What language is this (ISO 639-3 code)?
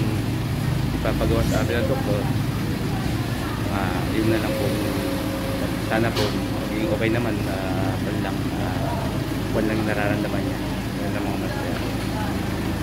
fil